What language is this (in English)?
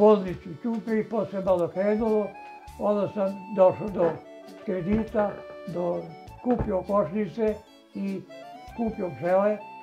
Serbian